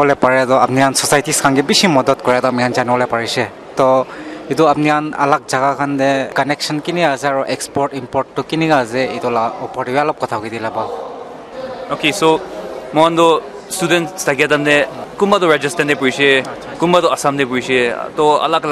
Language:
Naga Pidgin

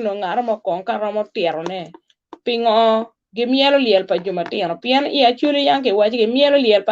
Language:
Acoli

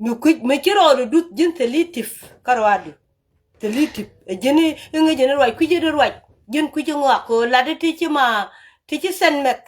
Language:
Nuer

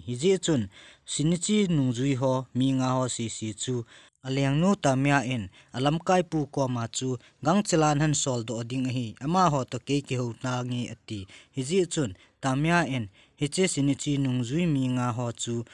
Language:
Thado Chin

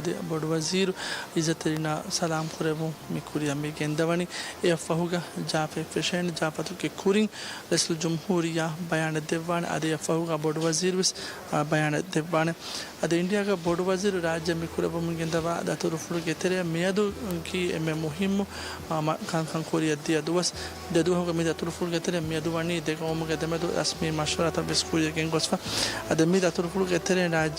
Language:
Divehi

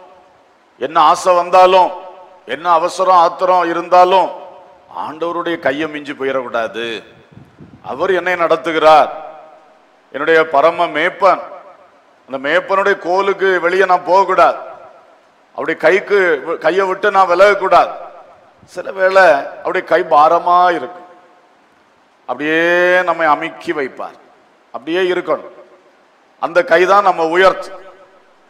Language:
Tamil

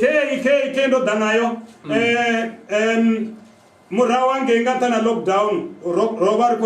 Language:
Venda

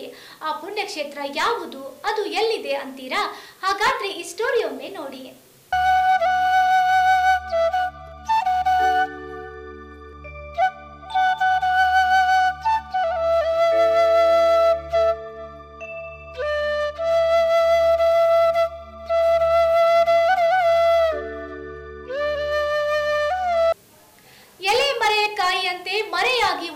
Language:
Kannada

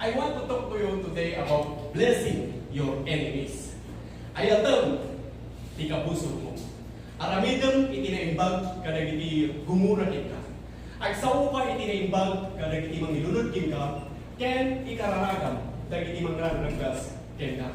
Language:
Iloko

